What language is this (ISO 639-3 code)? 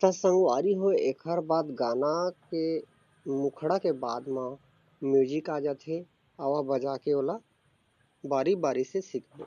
hne